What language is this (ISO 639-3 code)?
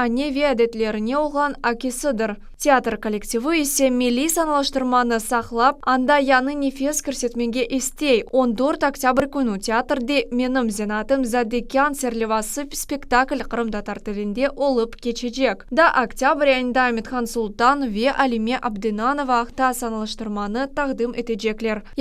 crh